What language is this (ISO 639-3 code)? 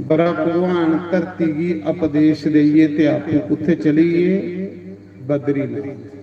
doi